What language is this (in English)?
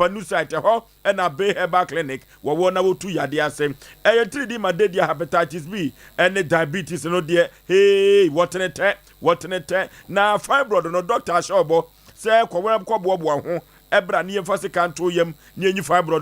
Akan